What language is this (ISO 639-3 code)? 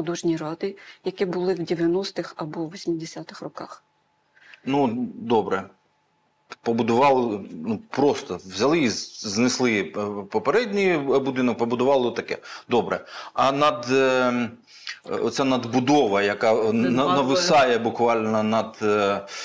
ukr